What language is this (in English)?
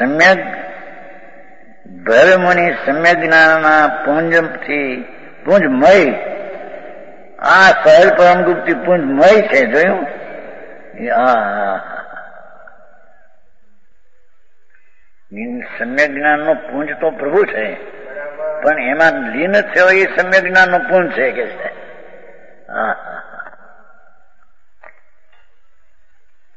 Gujarati